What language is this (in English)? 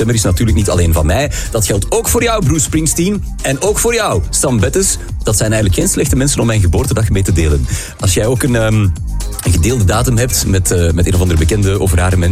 Dutch